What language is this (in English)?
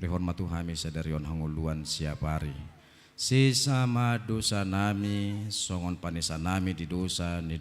Batak Toba